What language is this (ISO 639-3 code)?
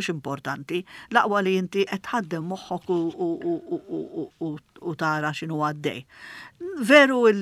mlt